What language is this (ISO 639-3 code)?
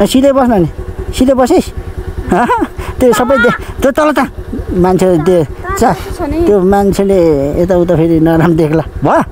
nep